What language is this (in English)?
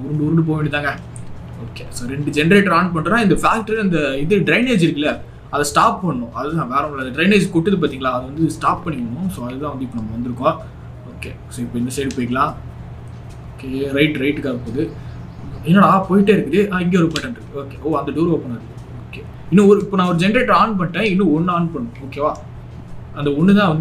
Tamil